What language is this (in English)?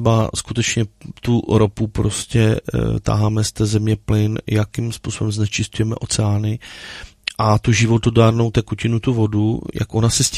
Czech